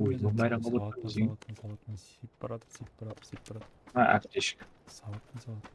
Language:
Kara-Kalpak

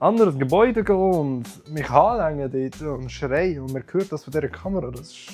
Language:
Swiss German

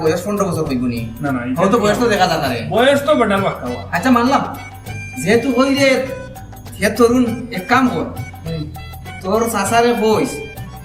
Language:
Sylheti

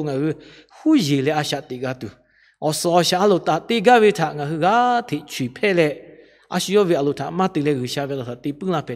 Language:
Lahu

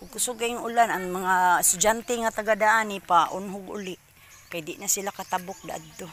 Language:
Cebuano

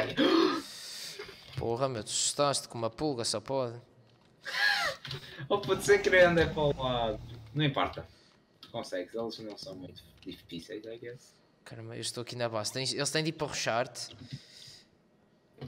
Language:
Portuguese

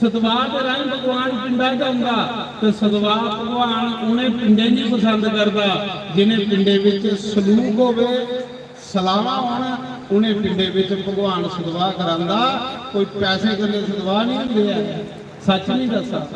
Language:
Dogri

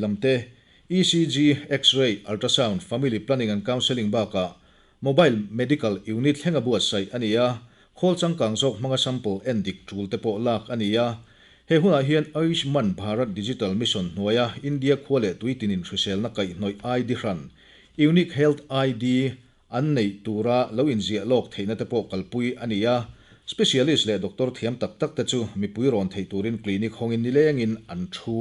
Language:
Mizo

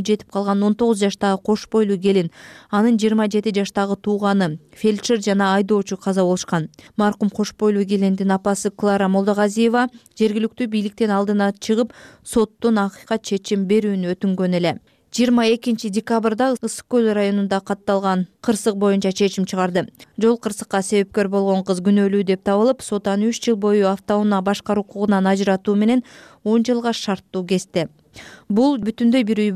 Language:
Kyrgyz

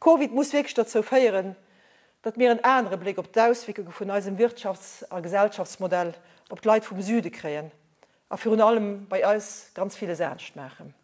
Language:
Luxembourgish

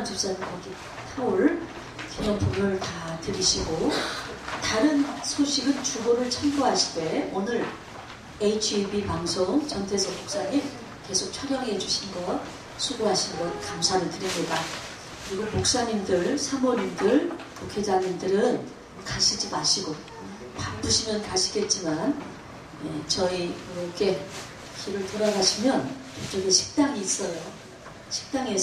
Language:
Korean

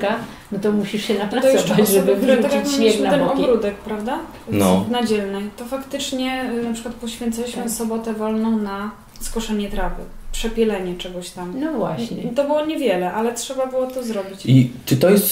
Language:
Polish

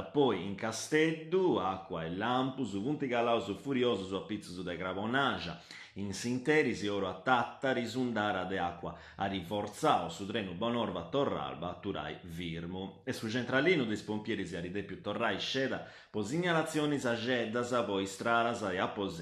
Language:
Sardinian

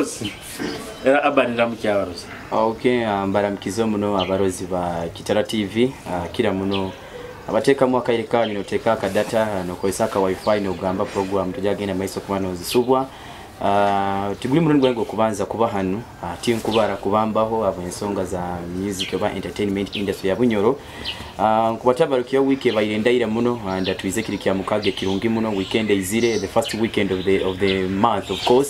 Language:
Nyoro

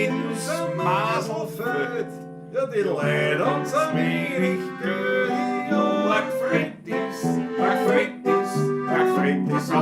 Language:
Bavarian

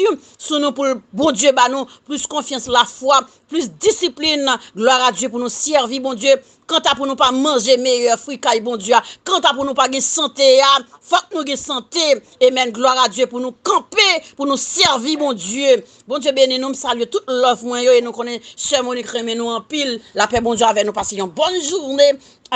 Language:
Haitian Creole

